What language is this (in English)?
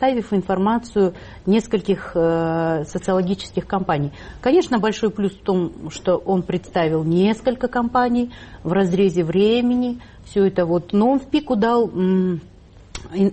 Russian